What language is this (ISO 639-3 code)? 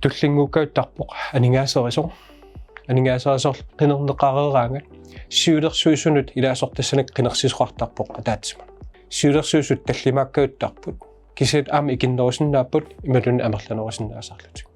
kal